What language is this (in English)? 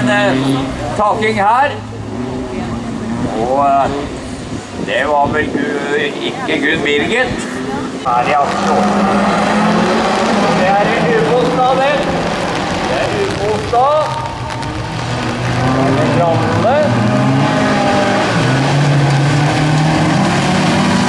Norwegian